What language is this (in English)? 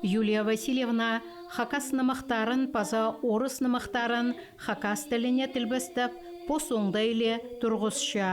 Khakas